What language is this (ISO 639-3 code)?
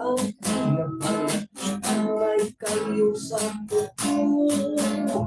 hil